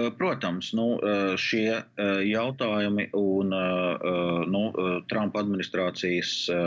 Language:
Latvian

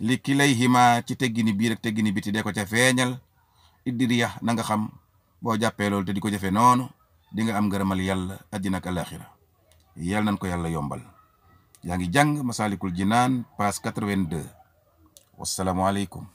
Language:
Wolof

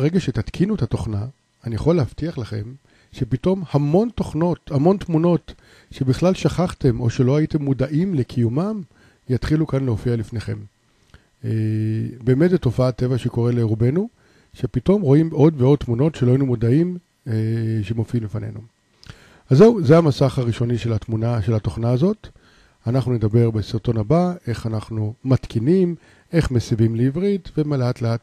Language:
Hebrew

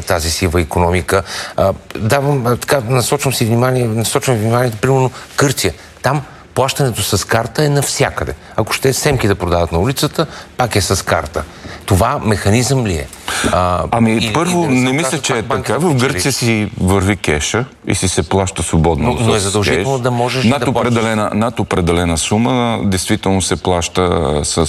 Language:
Bulgarian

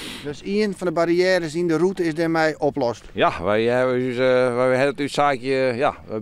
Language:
Western Frisian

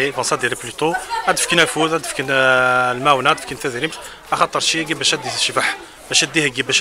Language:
Kabyle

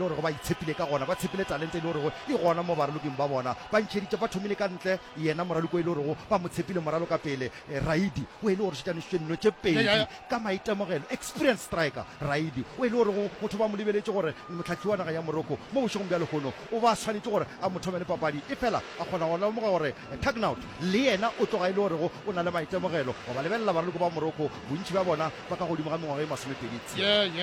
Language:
Northern Sotho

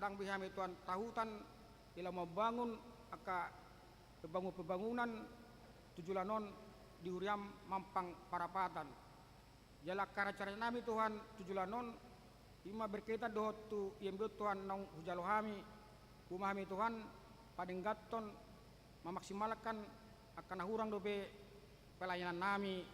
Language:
Batak Toba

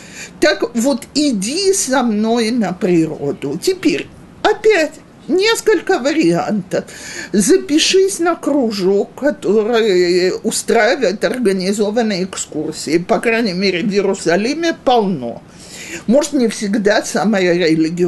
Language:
Russian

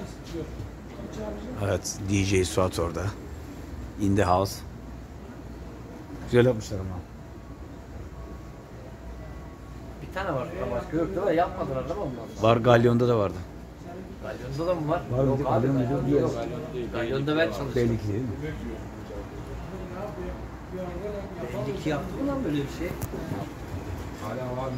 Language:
Turkish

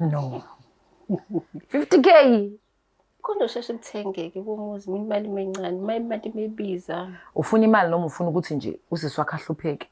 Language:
Zulu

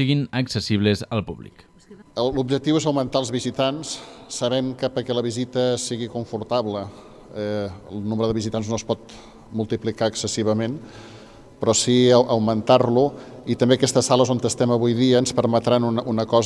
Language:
Catalan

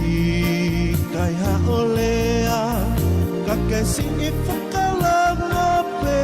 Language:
Tongan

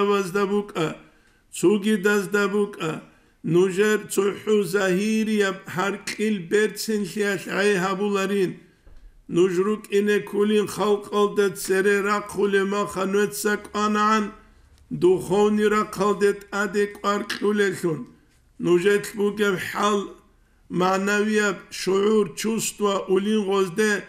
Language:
Avaric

